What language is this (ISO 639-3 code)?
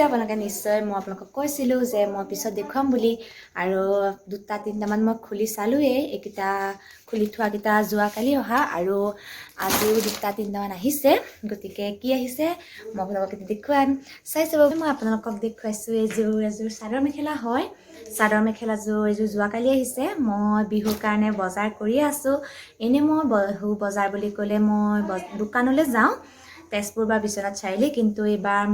asm